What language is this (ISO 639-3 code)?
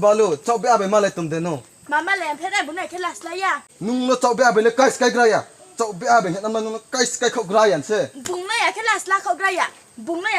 ria